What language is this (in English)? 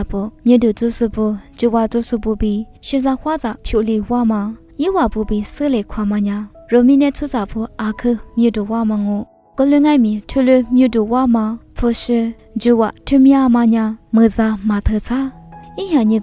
Lisu